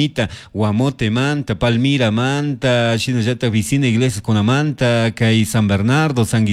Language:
Chimborazo Highland Quichua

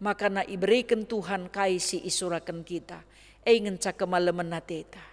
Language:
Batak Karo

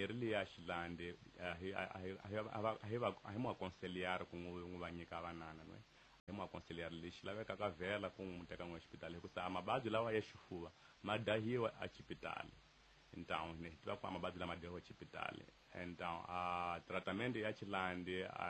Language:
Tsonga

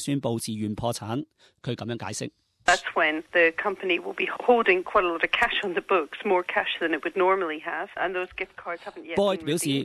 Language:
Cantonese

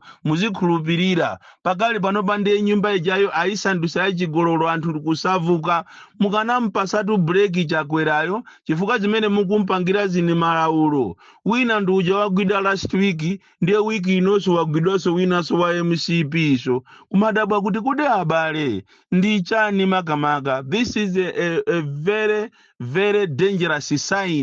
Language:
Nyanja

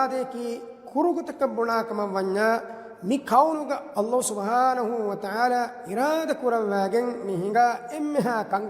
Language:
Divehi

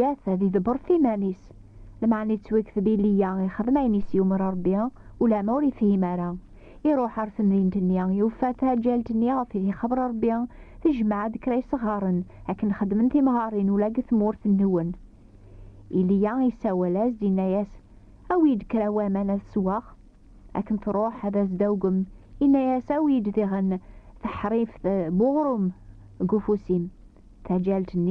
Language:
Kabyle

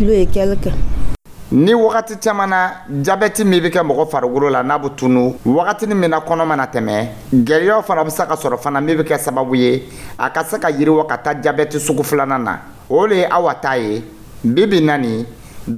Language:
Dyula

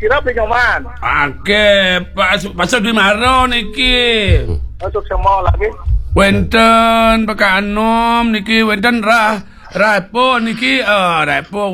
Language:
Balinese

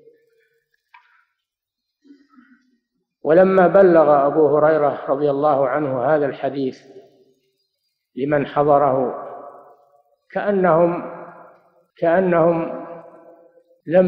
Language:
Arabic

